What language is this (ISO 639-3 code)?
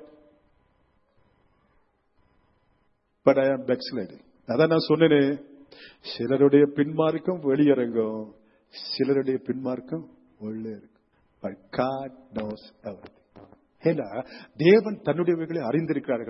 tam